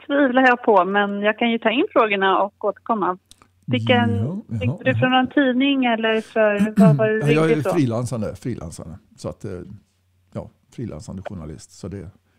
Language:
Swedish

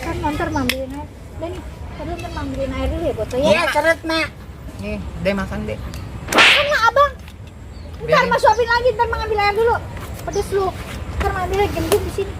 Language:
Betawi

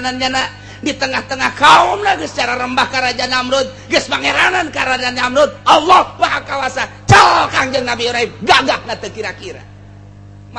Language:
Sundanese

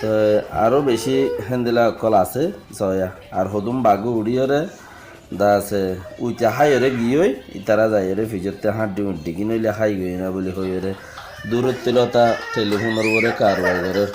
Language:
Rohingya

